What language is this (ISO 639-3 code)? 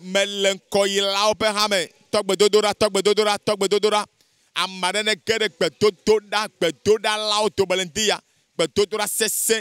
ewe